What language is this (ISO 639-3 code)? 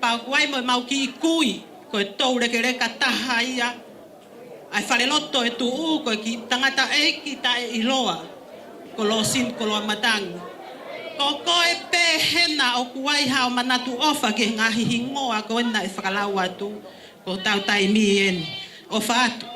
ton